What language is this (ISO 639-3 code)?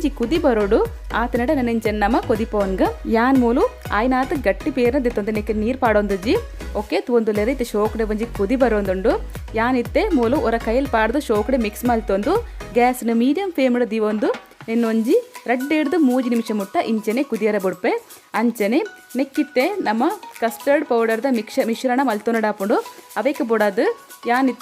tcy